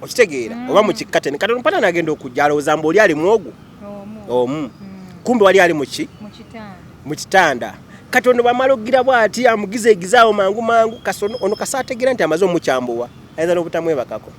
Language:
Ganda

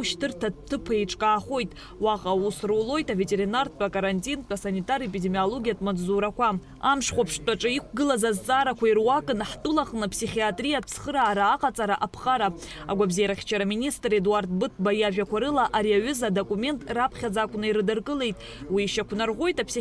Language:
Abkhazian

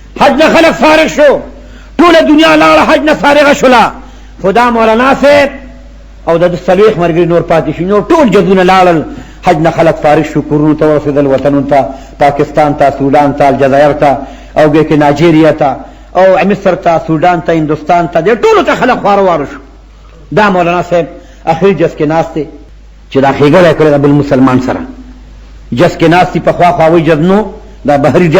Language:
Pashto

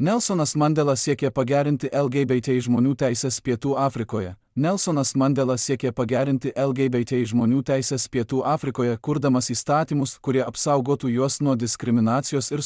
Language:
Lithuanian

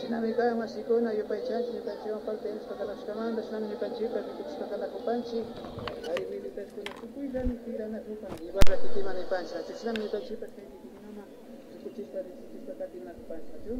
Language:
Imbabura Highland Quichua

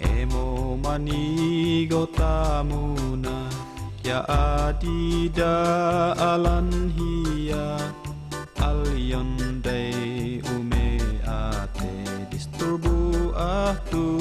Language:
Tuwali Ifugao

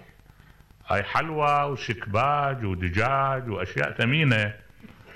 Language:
Mesopotamian Arabic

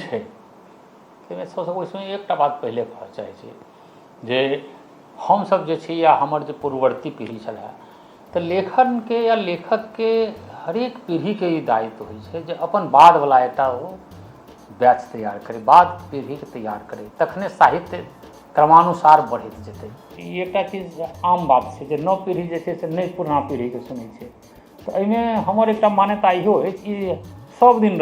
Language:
Maithili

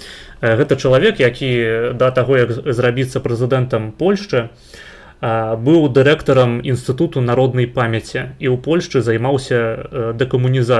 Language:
Belarusian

